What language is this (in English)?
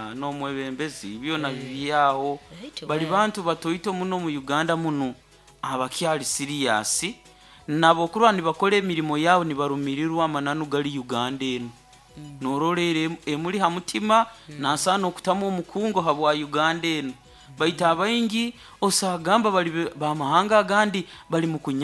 Nyoro